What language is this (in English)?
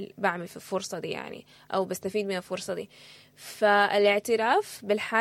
Sudanese Arabic